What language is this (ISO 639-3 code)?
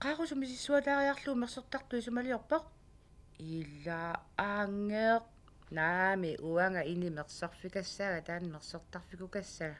kal